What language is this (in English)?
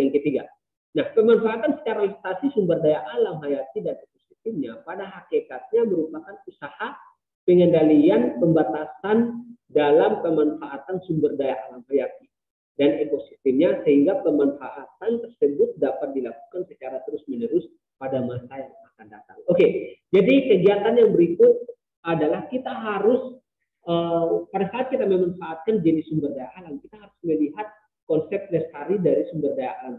Indonesian